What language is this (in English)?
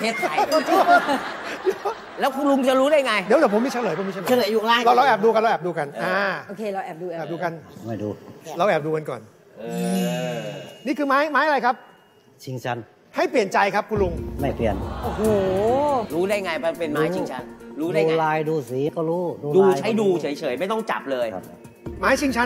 Thai